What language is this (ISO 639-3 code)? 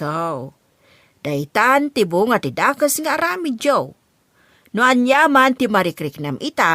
ilo